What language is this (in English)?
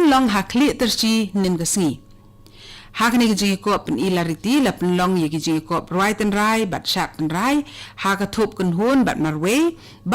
Khasi